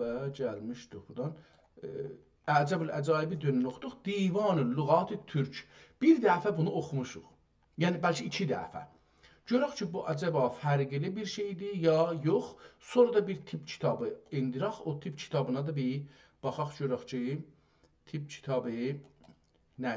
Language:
South Azerbaijani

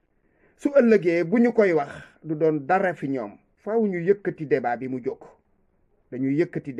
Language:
Wolof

